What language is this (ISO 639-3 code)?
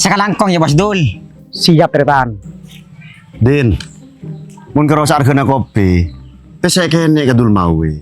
mad